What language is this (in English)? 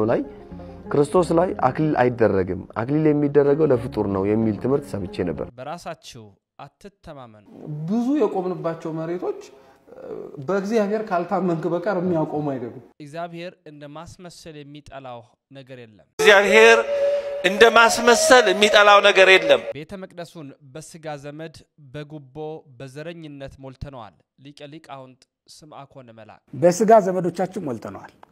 Amharic